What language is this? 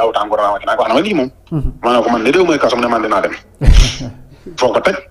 Wolof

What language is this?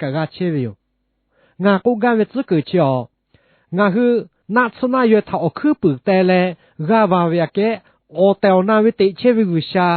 Lahu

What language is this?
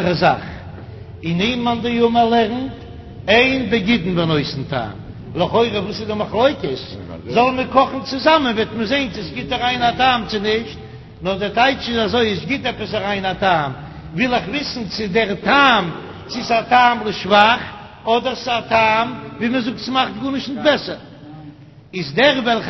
Yiddish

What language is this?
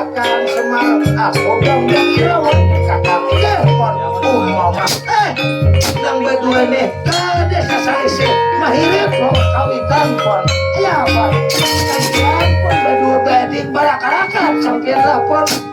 Banjar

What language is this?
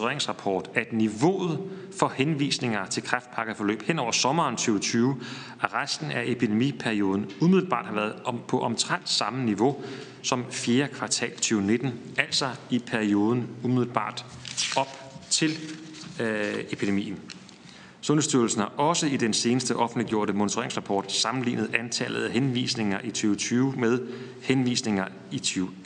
Danish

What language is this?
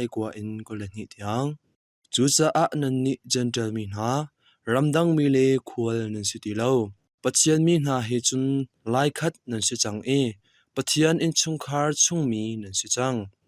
Hakha Chin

